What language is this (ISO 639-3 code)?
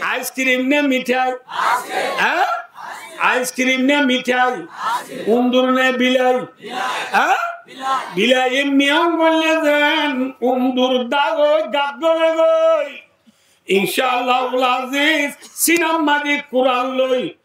rhg